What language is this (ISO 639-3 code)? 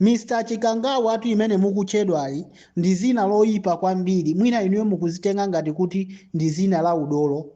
nya